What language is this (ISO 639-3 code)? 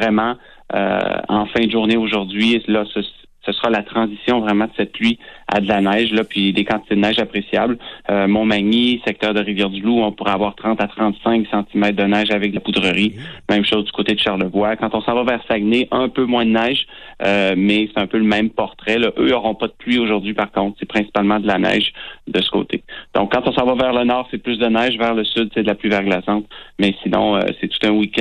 fra